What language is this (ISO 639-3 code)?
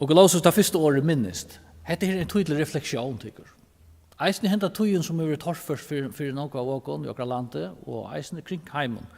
fao